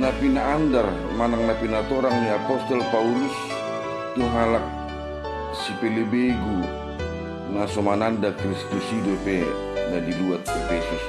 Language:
Batak Toba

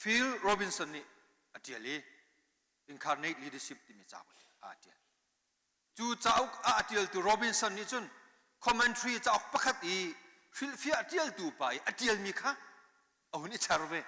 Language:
Hakha Chin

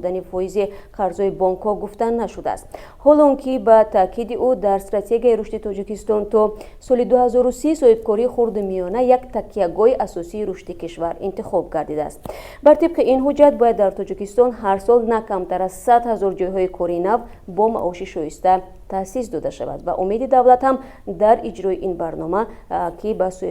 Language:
Tajik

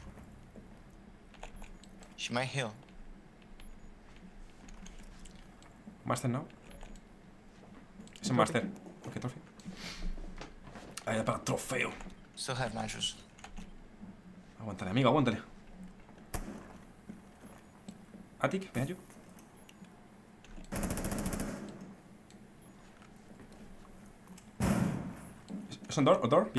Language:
Spanish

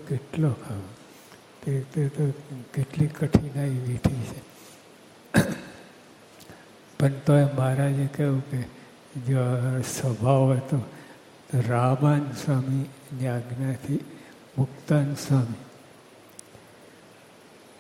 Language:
Gujarati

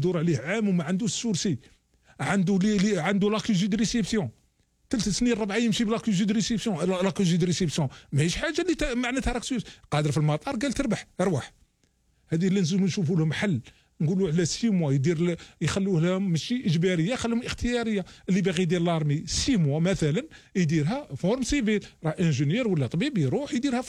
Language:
Algerian Arabic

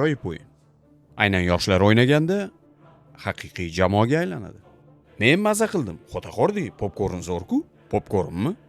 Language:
Uzbek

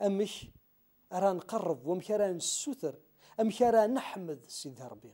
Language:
Kabyle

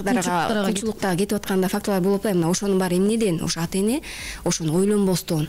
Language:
Kyrgyz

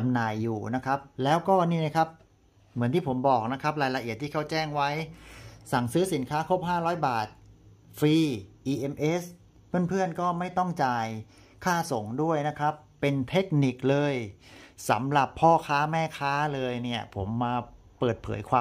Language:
Thai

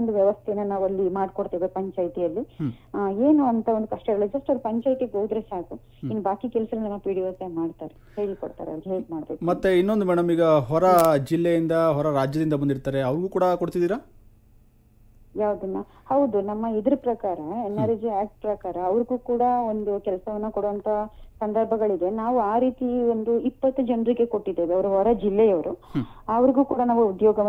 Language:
Kannada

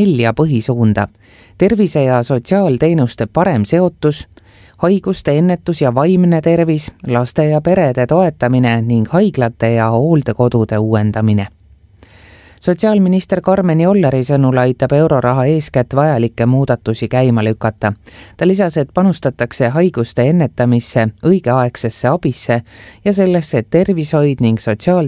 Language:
Estonian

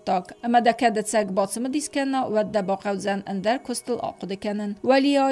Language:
Ossetic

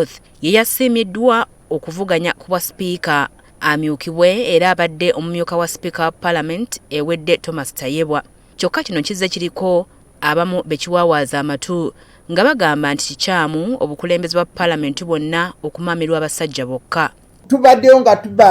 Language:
Ganda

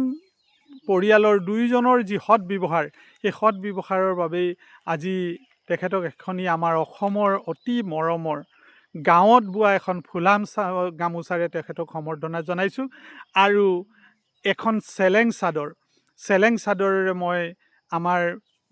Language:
Assamese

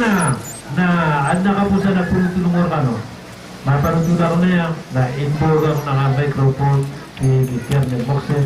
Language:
Maranao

